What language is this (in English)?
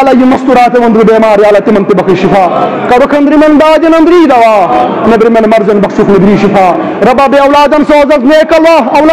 Kashmiri